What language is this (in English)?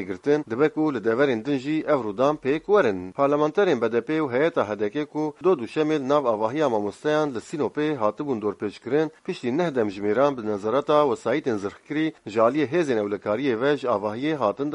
Kurdish